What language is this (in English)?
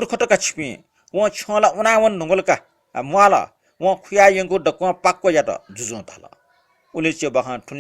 Newari